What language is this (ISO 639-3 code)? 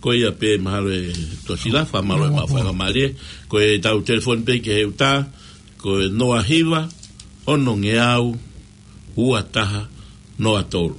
ton